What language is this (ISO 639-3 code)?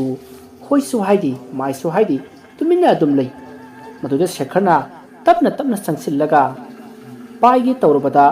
mni